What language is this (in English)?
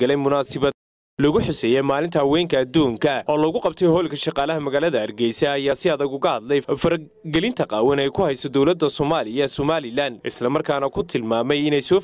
Somali